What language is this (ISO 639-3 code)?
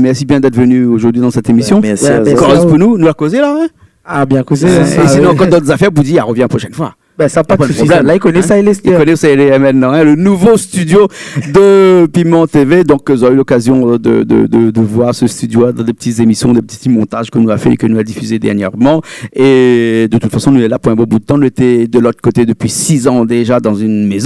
rcf